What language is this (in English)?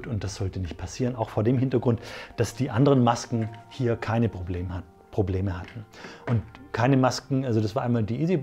German